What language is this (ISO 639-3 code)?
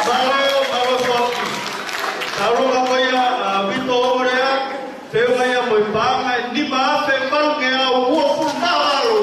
ton